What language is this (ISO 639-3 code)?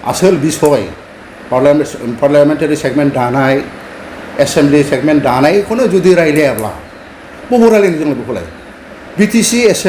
brx